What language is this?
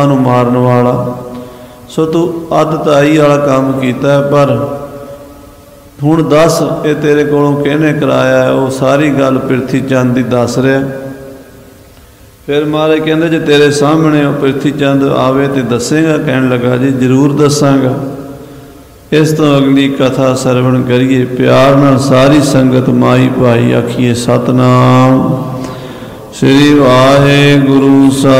Punjabi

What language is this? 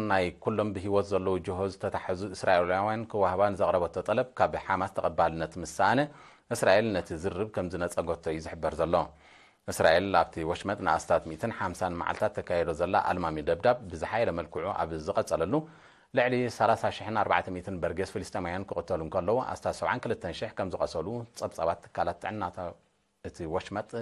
Tigrinya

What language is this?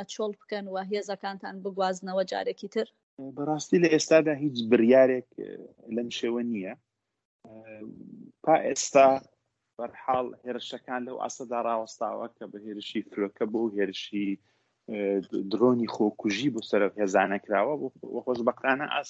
Central Kurdish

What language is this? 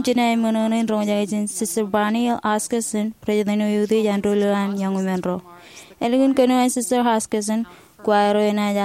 Marshallese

